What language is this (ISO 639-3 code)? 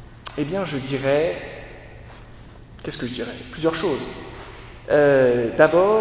fra